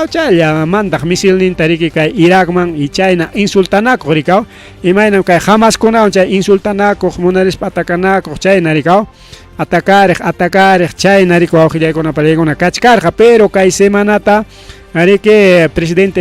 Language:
Ayacucho Quechua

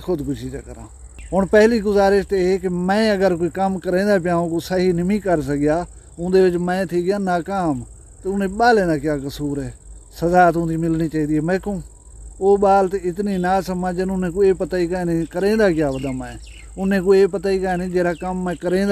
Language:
Saraiki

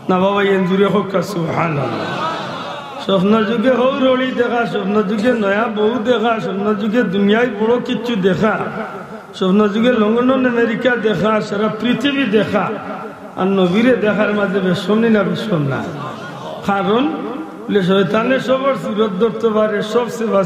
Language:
Sylheti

